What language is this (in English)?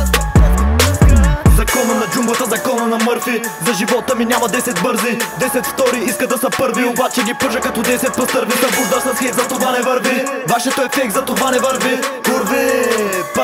Bulgarian